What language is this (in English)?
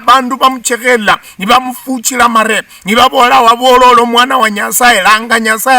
Luyia